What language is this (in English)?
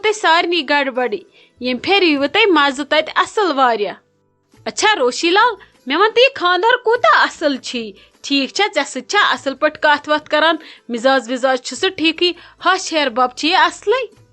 Kashmiri